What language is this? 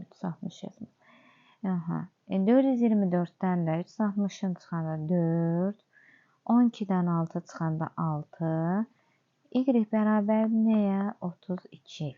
Azerbaijani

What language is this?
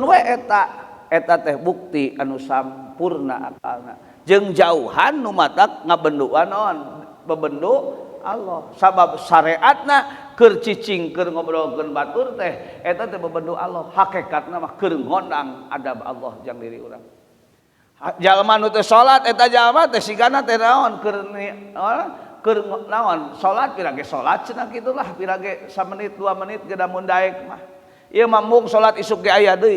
Sundanese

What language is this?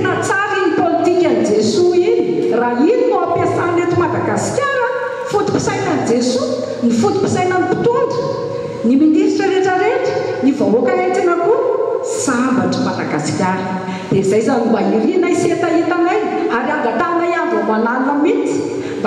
Malagasy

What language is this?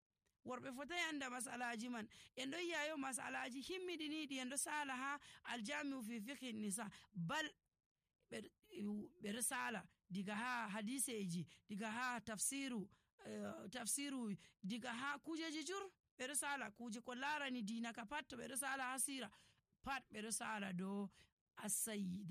Nigerian Fulfulde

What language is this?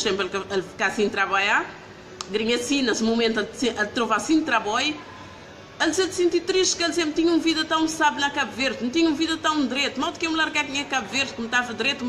Kabuverdianu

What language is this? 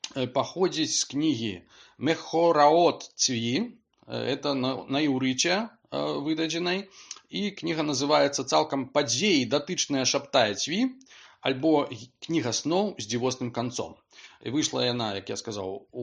Belarusian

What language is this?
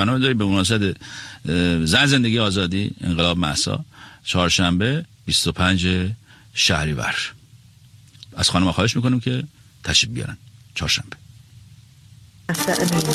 Persian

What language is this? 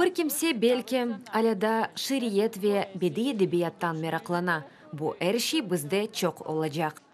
Crimean Tatar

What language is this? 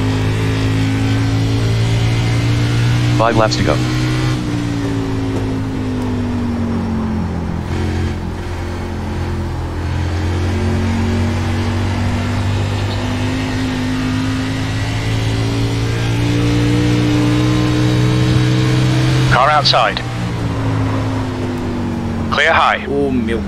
Portuguese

